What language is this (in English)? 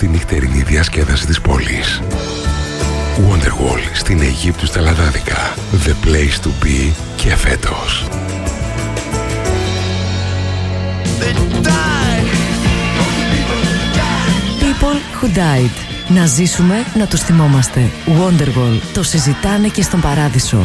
Greek